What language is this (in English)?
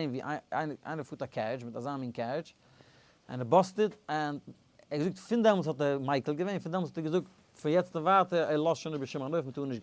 Yiddish